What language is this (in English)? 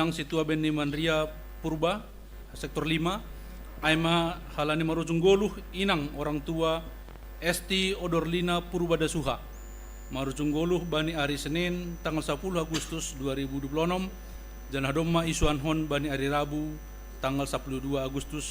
Batak Simalungun